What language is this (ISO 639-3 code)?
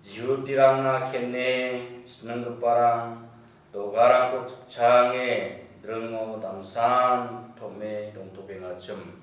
grt